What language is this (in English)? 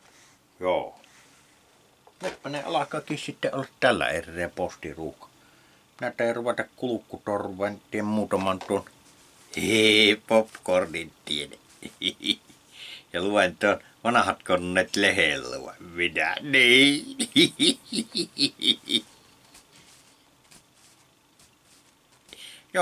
Finnish